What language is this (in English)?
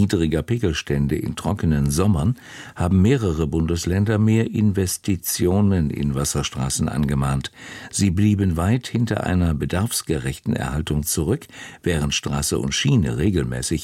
German